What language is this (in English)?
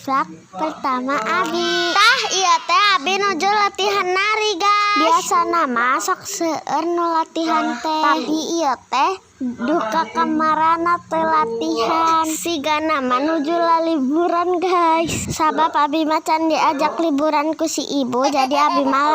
Sundanese